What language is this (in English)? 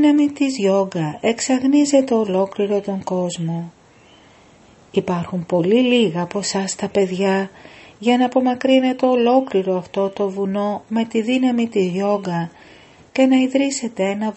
Greek